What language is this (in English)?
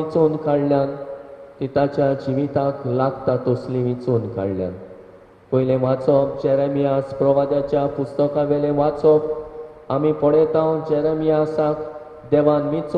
Konkani